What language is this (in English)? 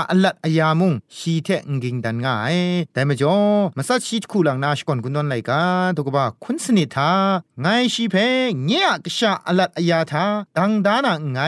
Thai